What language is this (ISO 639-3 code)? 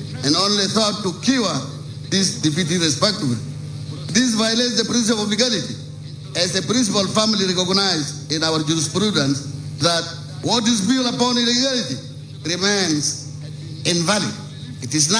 nus